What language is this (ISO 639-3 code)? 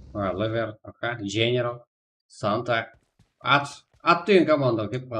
kaa